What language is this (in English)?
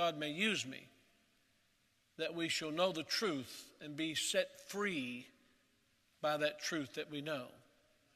English